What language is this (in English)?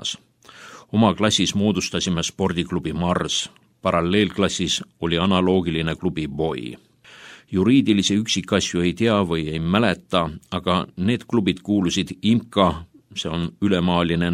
Estonian